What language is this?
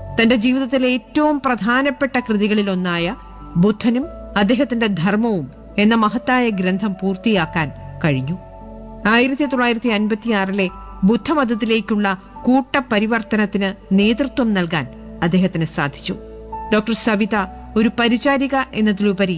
Malayalam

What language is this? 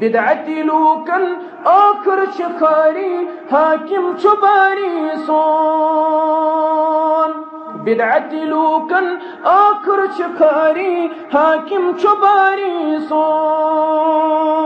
Kashmiri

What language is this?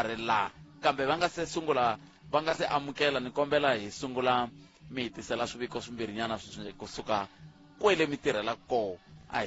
Tsonga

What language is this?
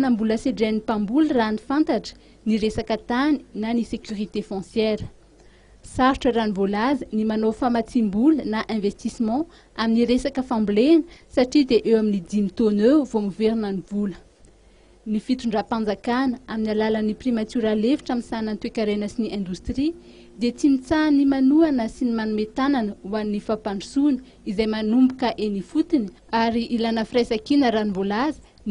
Malagasy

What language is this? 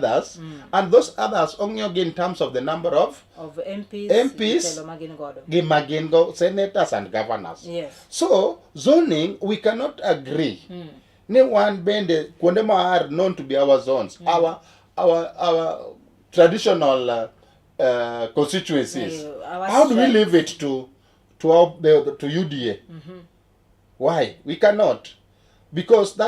Luo (Kenya and Tanzania)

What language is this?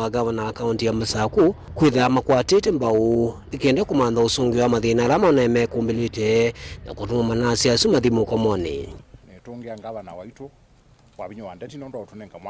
Kamba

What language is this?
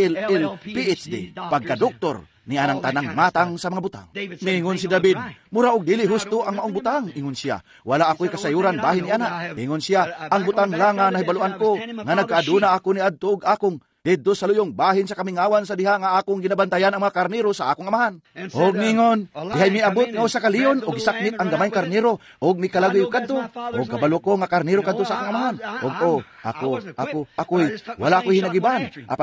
Cebuano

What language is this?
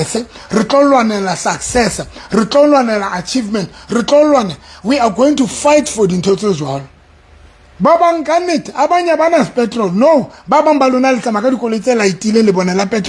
Southern Sotho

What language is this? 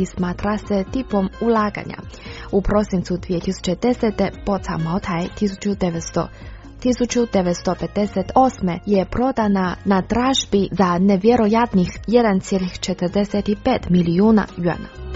Croatian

